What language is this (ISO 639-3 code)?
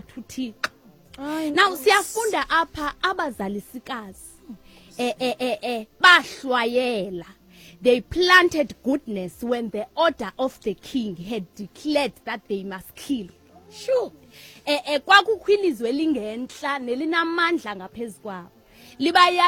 xho